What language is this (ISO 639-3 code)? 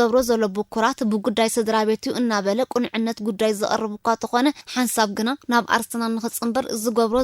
tir